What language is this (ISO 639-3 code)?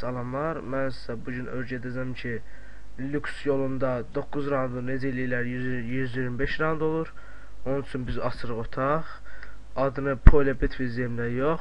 aze